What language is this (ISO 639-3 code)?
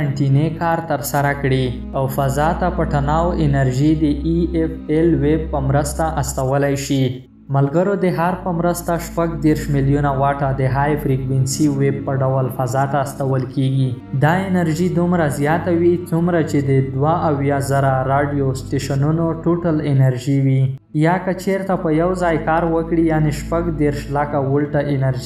pus